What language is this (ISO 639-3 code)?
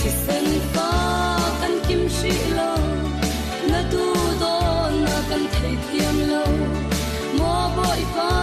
cfm